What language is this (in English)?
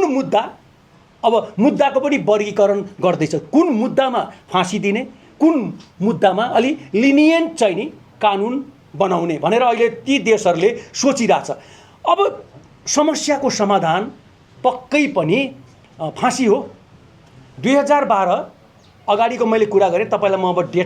Nepali